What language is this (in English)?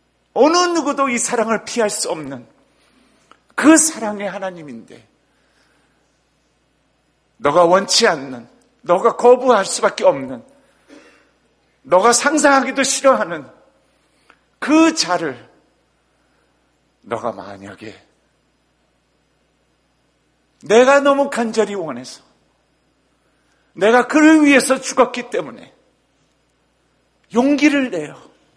Korean